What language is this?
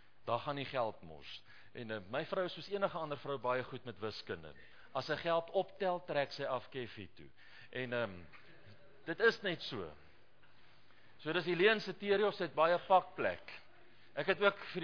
Afrikaans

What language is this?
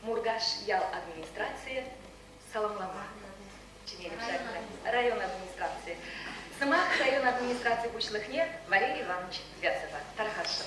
Chuvash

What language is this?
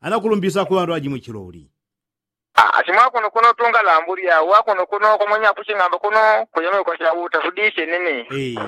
Yao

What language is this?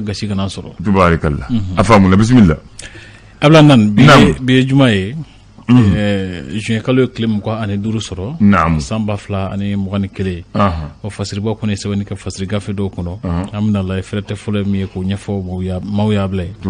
Bambara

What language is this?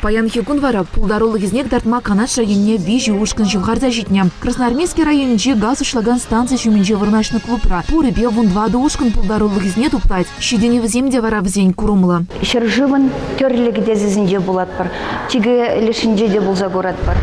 Chuvash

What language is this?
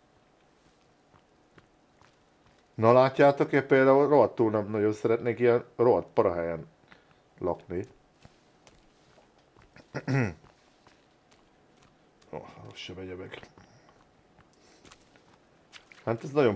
Hungarian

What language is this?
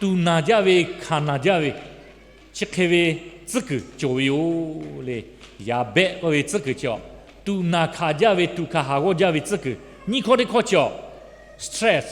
Lahu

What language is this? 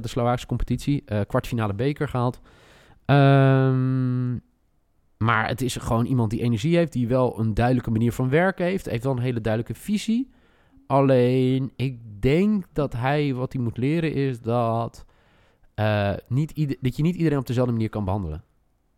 Dutch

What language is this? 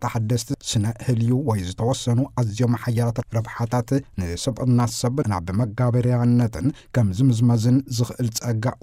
Tigrinya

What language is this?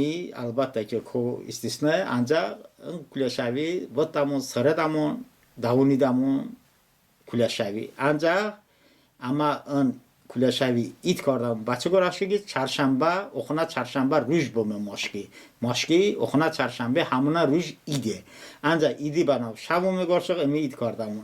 Talysh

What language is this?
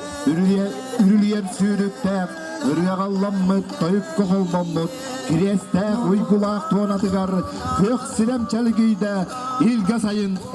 Yakut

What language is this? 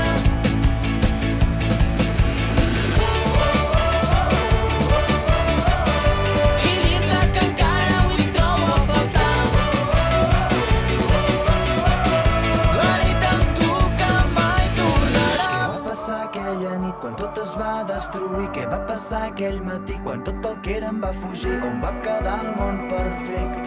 Catalan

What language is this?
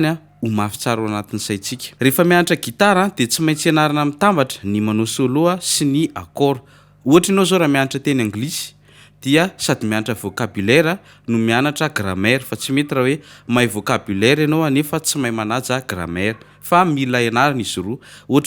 Malagasy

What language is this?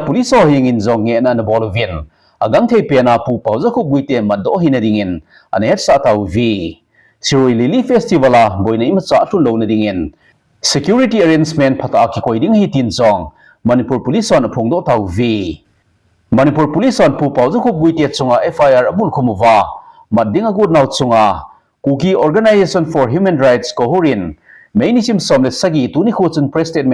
Thado Chin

